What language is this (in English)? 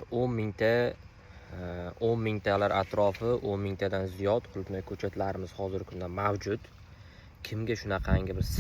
Uzbek